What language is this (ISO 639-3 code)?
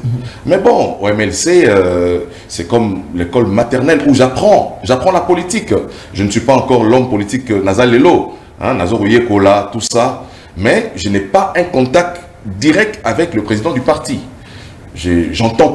fra